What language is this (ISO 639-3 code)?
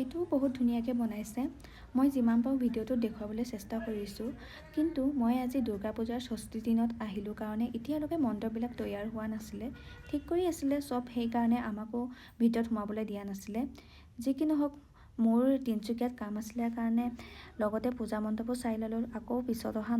asm